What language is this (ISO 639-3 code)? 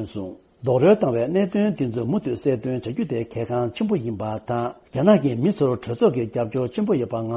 bod